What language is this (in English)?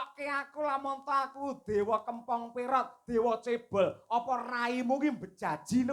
Javanese